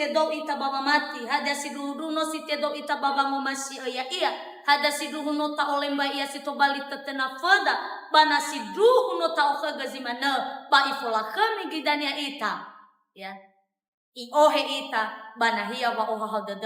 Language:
Nias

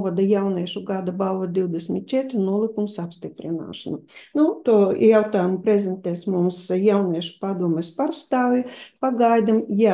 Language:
Latvian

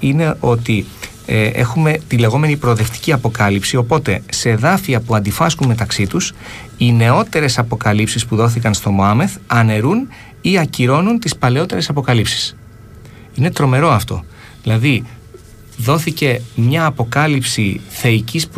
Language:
Greek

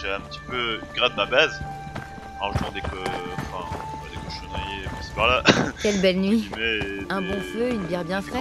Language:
French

